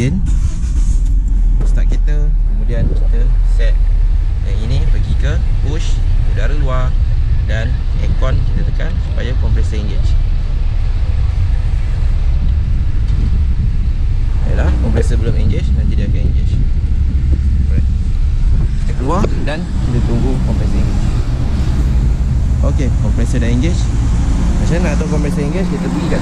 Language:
Malay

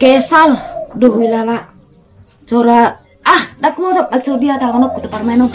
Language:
Batak Toba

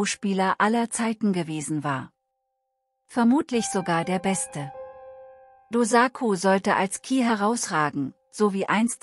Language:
German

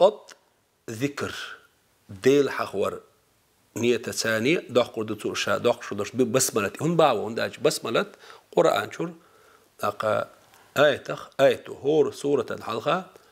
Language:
Chechen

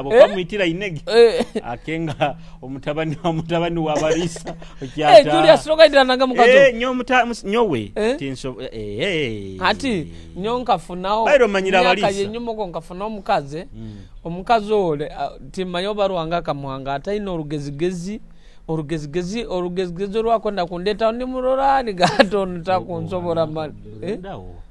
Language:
Nyoro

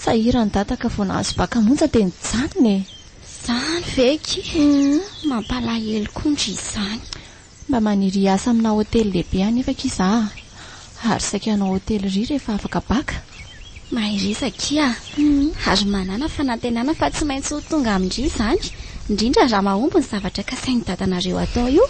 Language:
Malagasy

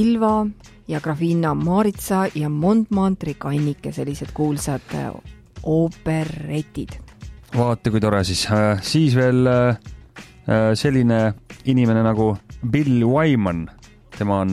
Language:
Estonian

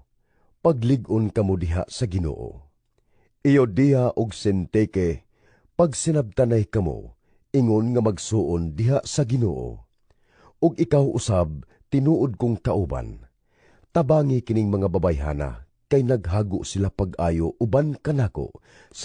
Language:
Cebuano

